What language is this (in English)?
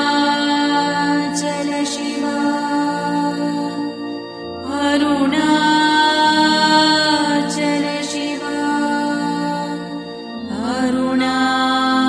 Kannada